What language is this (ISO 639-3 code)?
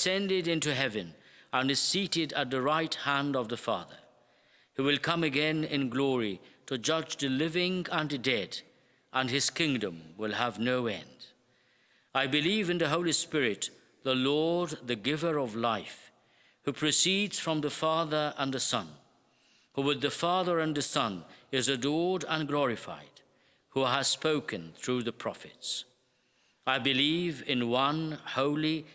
eng